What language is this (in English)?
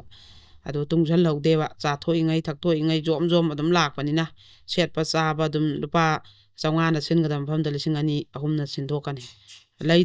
Manipuri